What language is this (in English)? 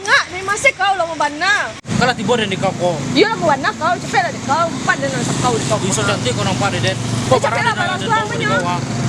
Minangkabau